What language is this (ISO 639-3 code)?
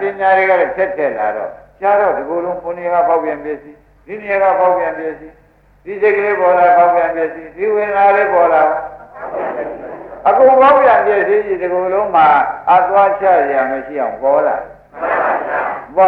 mya